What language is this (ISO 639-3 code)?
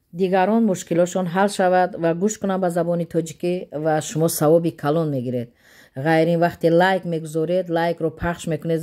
tgk